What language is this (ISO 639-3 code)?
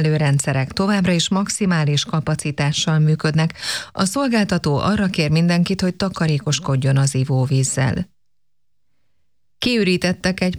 hun